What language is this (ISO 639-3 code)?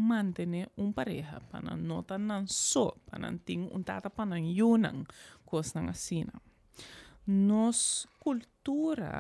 pap